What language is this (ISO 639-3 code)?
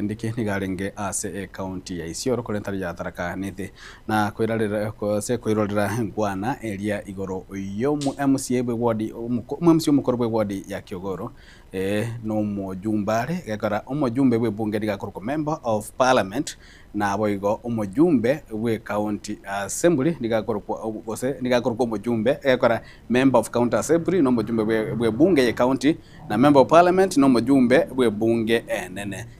guz